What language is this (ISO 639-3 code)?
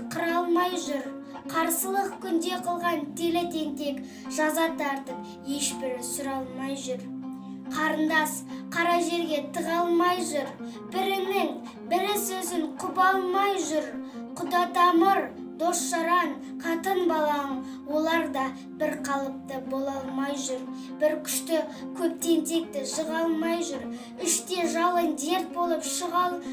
kaz